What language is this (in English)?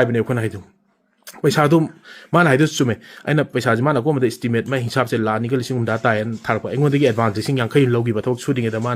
Manipuri